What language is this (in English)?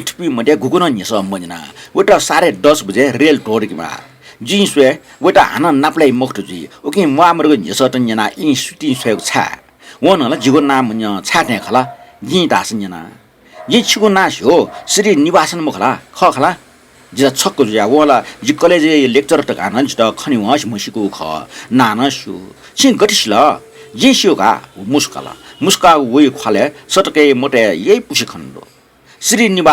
Newari